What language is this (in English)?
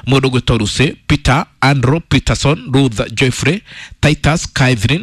Kikuyu